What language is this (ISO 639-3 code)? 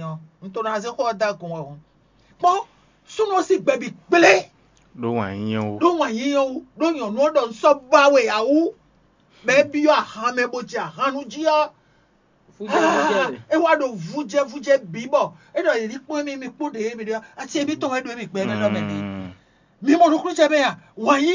fon